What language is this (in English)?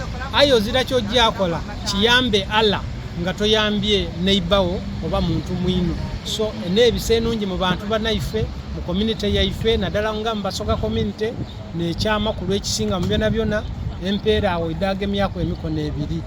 Soga